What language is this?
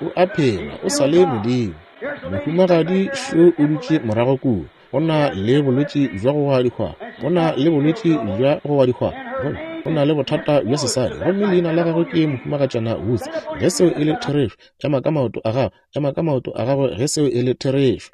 Northern Sotho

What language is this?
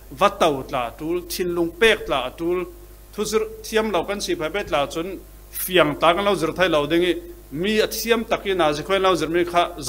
Falam Chin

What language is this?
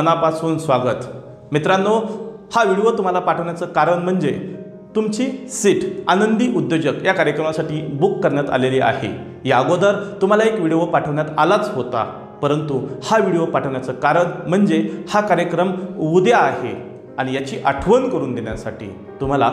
Marathi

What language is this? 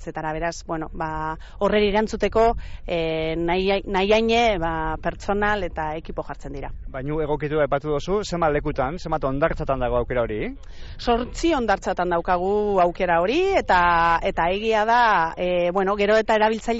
Basque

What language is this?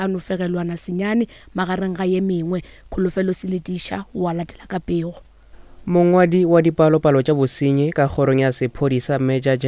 Northern Sotho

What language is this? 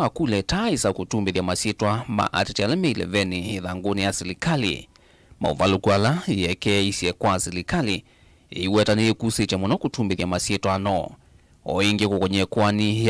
Kamba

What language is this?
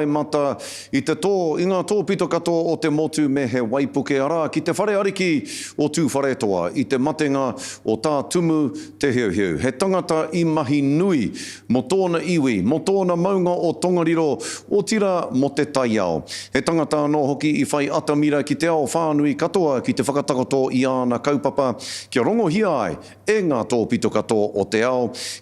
Māori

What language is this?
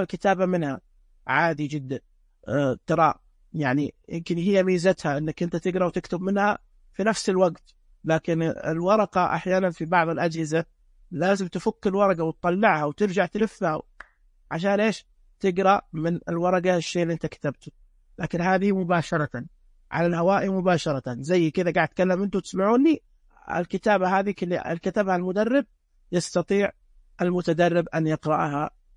Najdi Arabic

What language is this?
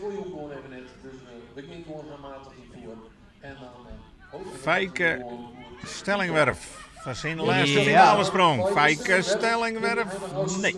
Western Frisian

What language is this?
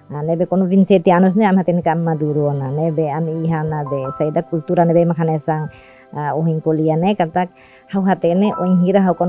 Tetum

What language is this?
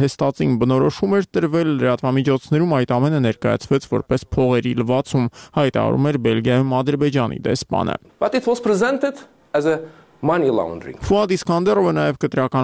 Armenian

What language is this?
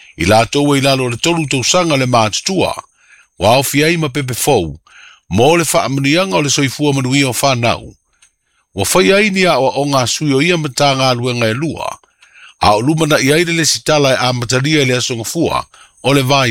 Samoan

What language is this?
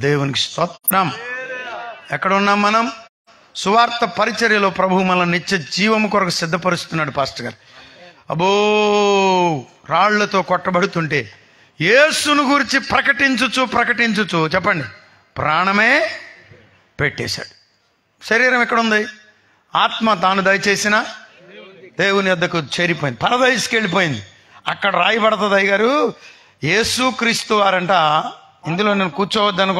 Telugu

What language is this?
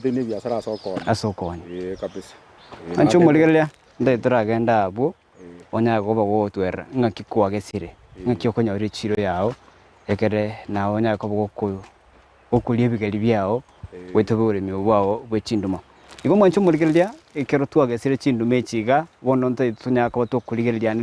Gusii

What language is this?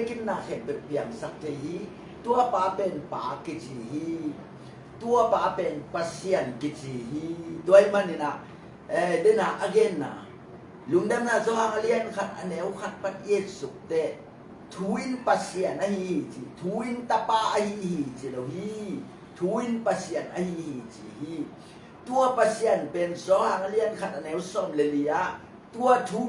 Tedim Chin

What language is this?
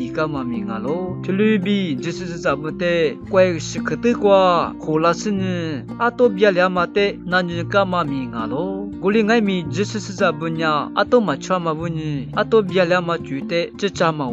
Lisu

